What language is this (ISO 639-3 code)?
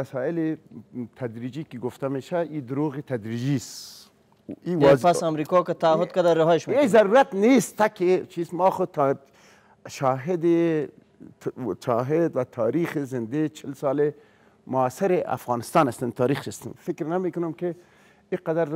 fas